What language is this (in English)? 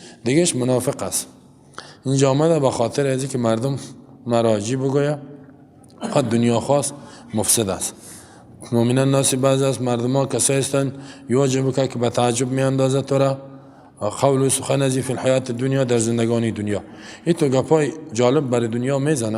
Persian